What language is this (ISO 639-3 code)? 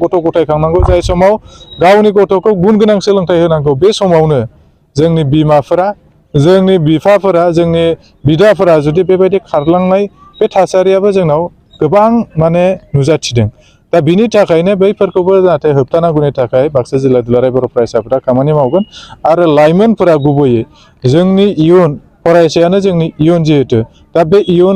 brx